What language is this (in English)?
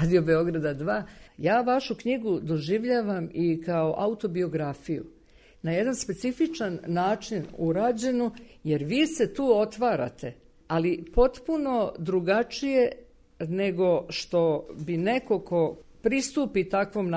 Serbian